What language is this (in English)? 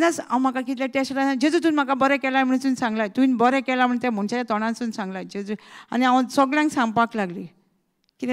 Konkani